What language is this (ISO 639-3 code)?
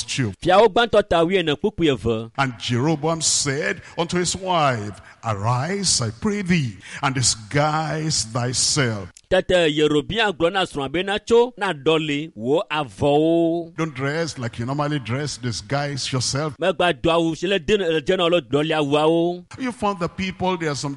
ewe